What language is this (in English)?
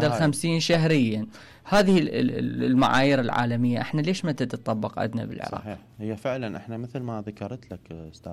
Mesopotamian Arabic